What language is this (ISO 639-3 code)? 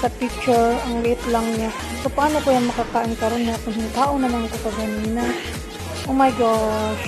ceb